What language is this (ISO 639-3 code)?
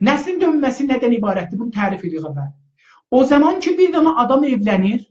azb